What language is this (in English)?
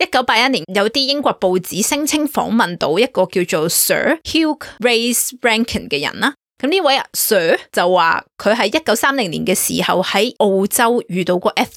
Cantonese